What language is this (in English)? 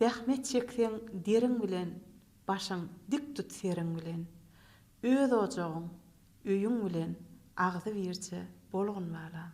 Turkmen